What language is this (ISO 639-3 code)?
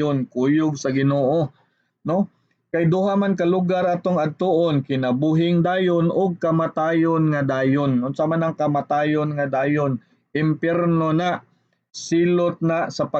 ceb